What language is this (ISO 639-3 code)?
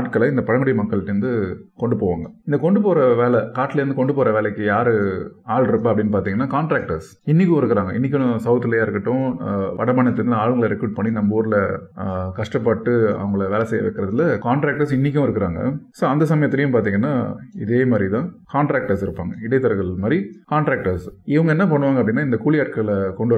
tam